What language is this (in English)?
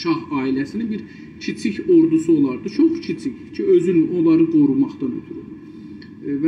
South Azerbaijani